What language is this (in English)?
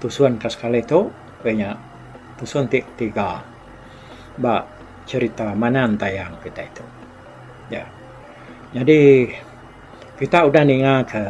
Iban